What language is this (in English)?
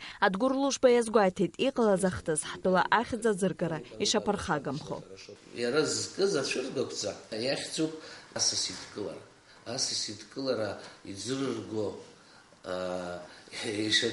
Abkhazian